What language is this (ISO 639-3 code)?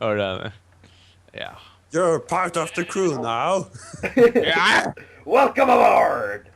fao